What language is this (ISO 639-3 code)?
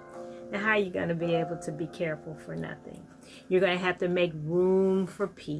eng